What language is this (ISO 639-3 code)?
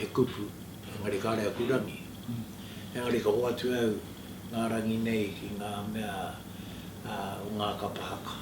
mri